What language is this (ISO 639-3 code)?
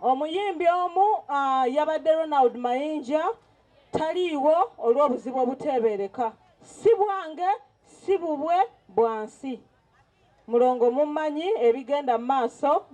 lug